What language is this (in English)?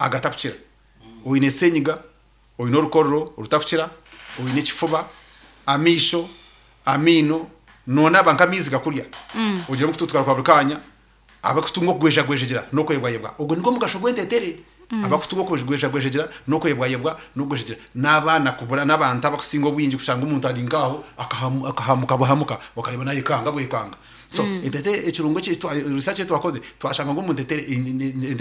Nyankole